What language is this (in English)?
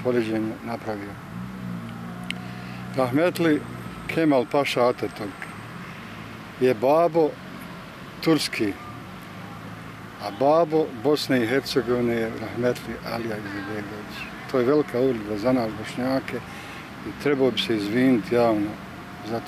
Bosnian